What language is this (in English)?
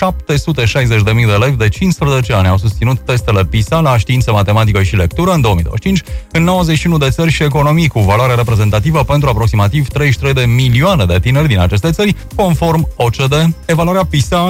Romanian